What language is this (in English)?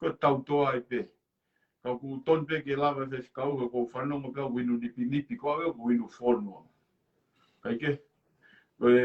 Tongan